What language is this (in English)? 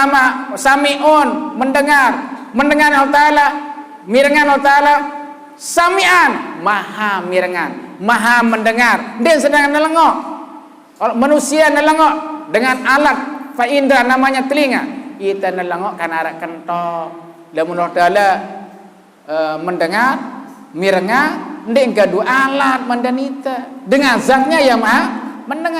Sasak